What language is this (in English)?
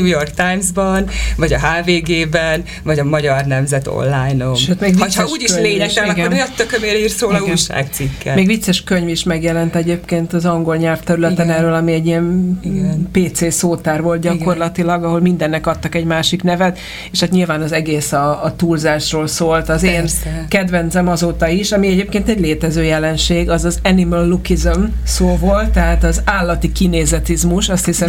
Hungarian